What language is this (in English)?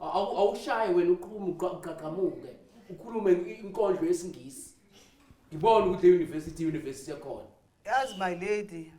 Zulu